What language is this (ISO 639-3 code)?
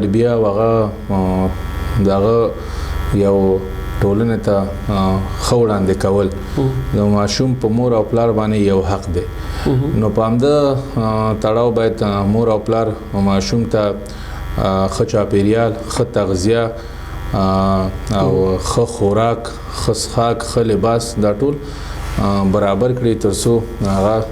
pus